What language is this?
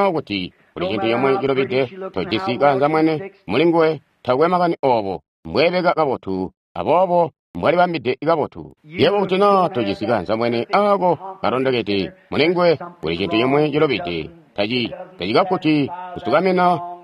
Tonga (Zambia)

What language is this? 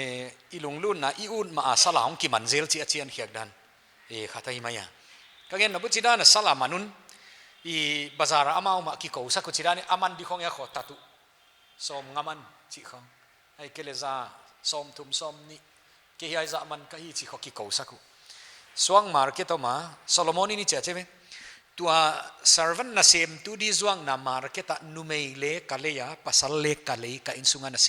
Paite Chin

